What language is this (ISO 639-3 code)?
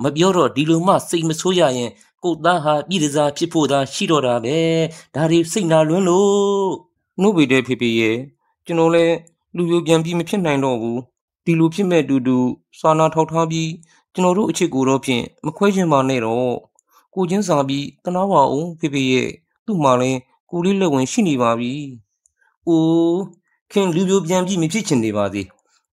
mya